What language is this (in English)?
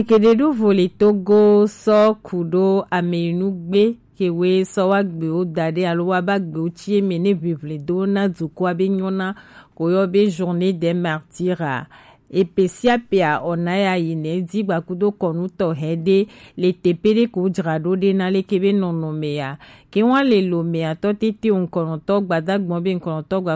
Gen